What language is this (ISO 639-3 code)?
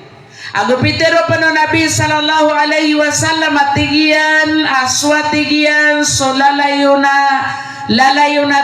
mrw